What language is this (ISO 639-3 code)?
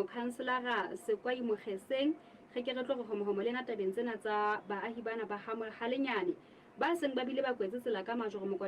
sot